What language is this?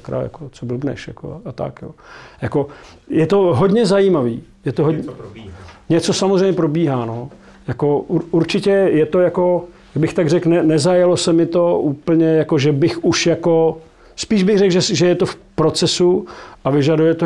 Czech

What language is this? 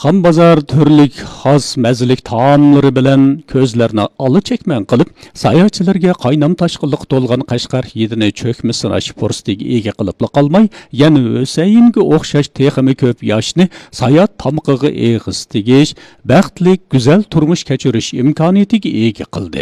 Uyghur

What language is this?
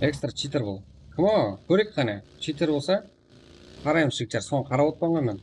Kara-Kalpak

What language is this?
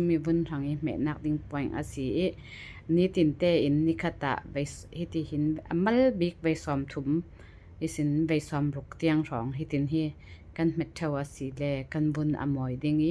Falam Chin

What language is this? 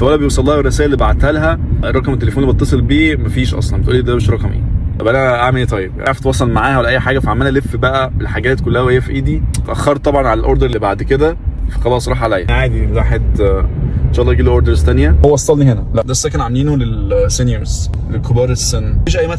Egyptian Arabic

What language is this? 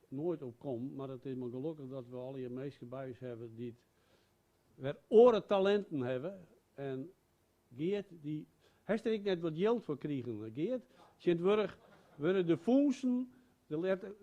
Western Frisian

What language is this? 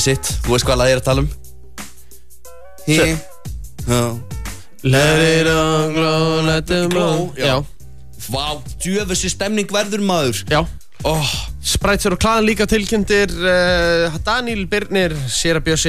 Icelandic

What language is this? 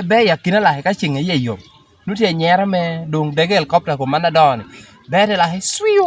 Lango (Uganda)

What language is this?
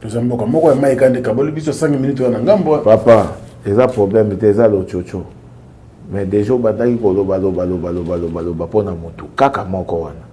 Lingala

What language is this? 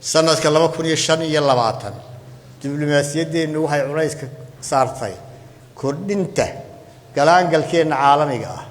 Somali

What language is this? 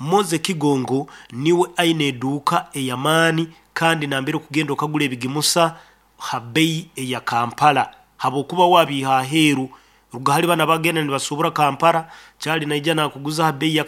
Nyankole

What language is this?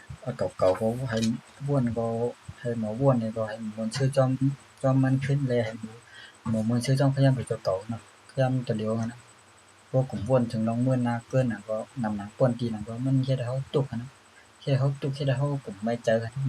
Shan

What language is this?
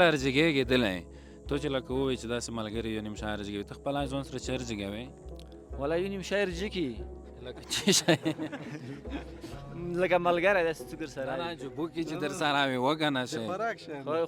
Pashto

